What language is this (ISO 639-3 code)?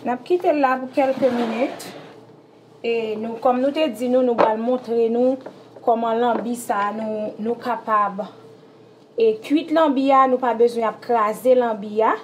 hat